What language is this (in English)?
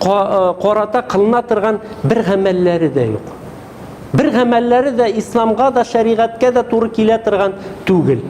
Tatar